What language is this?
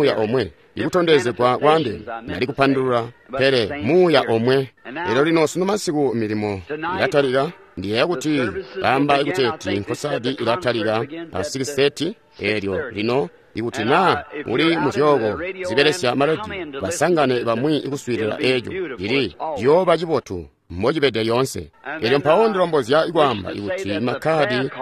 Tonga (Zambia)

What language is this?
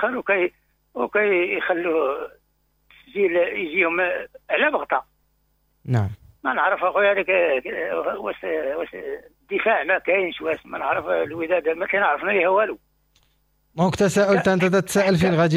Moroccan Arabic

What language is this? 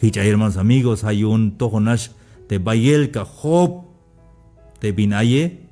Tzeltal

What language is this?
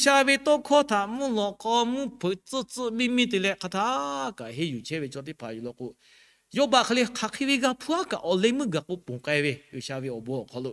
Lahu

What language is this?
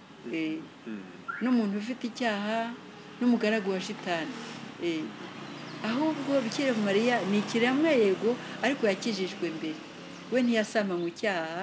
Kinyarwanda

